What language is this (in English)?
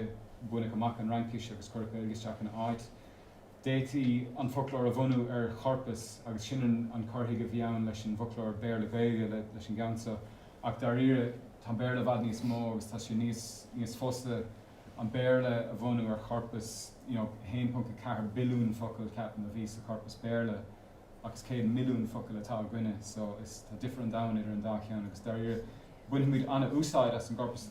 Irish